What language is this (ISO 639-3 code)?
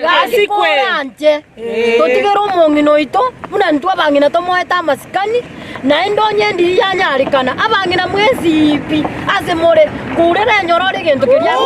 guz